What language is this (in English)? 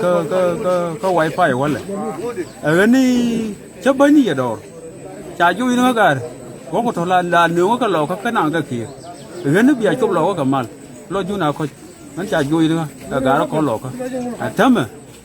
Nuer